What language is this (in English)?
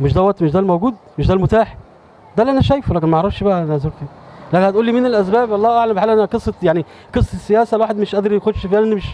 Egyptian Arabic